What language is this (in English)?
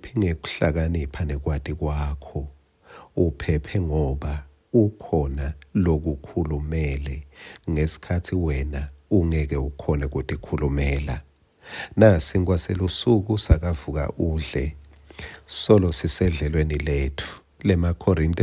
Swati